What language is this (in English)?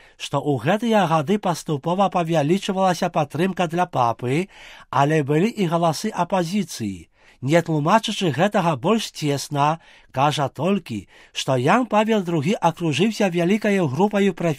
Belarusian